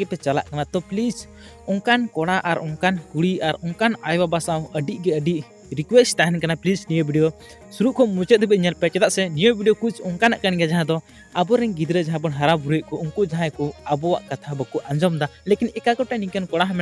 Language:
Santali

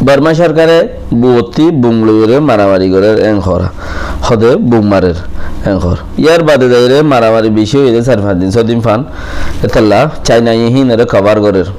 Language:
Rohingya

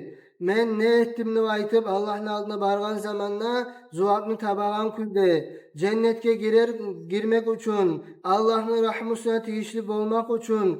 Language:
Kumyk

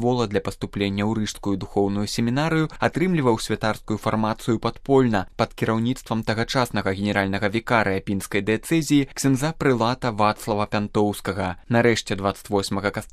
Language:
Belarusian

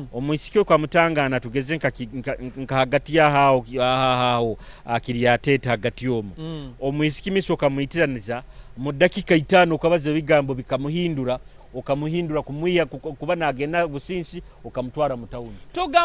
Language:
Nyoro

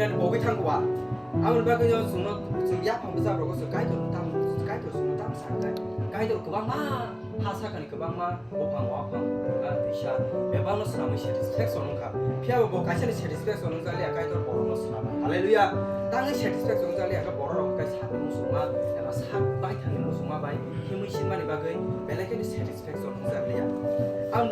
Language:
Kok Borok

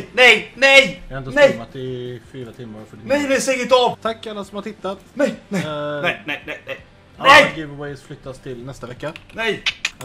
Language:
Swedish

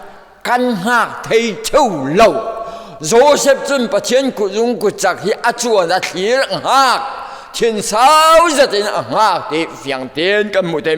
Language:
Falam Chin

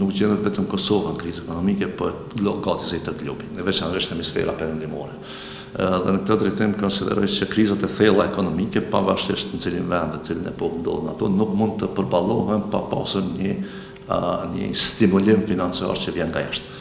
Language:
Albanian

